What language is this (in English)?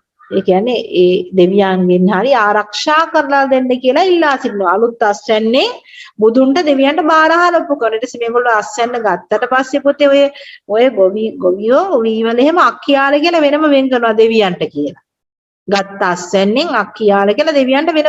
Sinhala